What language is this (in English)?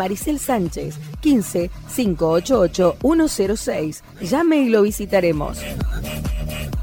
Spanish